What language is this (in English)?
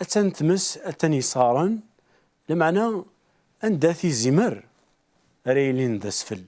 Kabyle